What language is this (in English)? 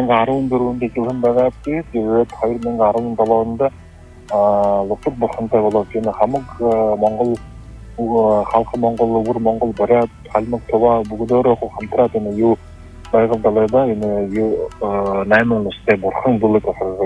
Buriat